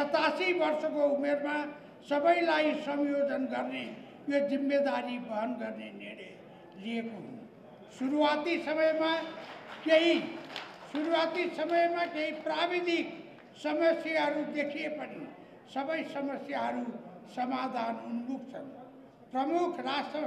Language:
Nepali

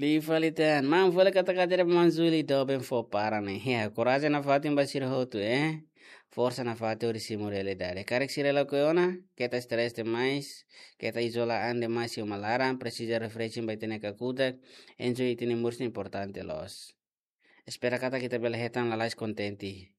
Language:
Tetum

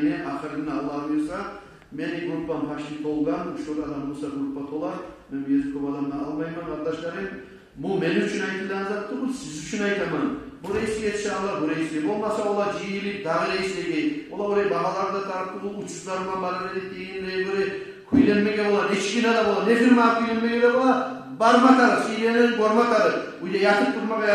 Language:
Kumyk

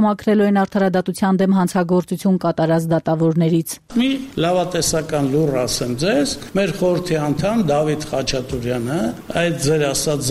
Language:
Armenian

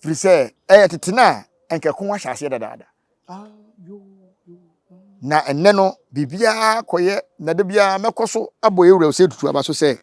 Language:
Akan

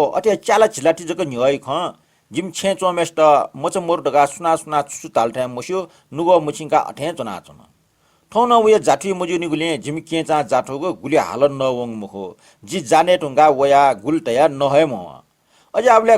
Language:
Newari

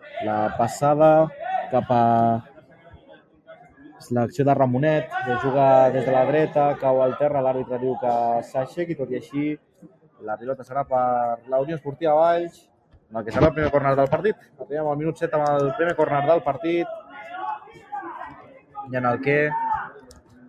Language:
Catalan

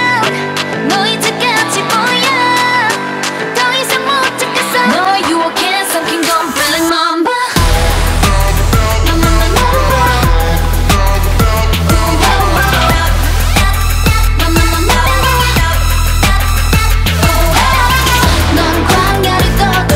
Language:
Korean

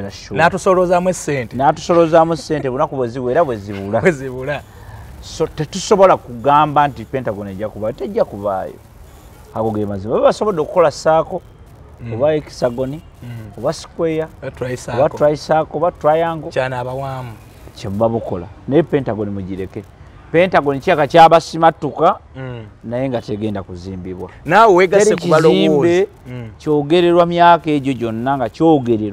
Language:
Ganda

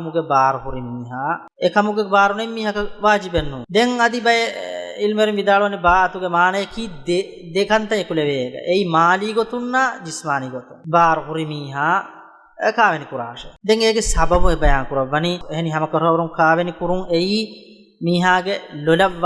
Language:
Divehi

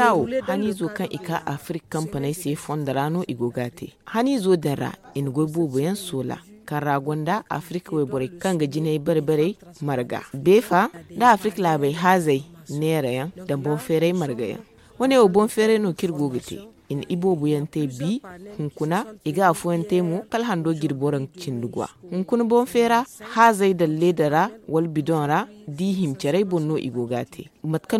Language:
Zarma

